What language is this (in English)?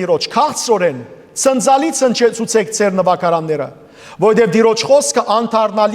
Western Armenian